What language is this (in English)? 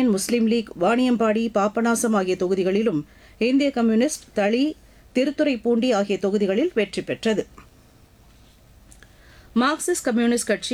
Tamil